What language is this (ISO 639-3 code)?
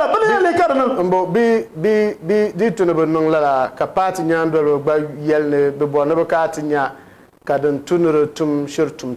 dag